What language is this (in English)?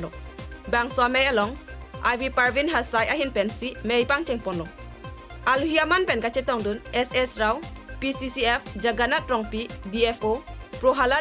Karbi